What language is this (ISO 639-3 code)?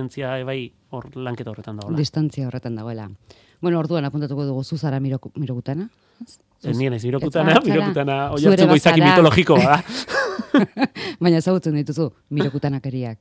eus